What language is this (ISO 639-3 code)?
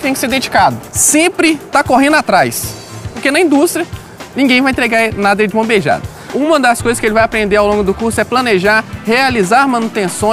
por